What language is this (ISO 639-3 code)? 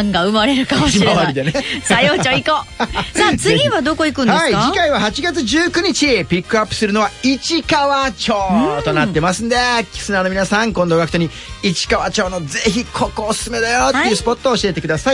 jpn